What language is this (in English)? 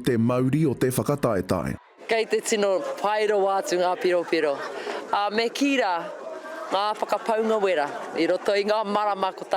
Māori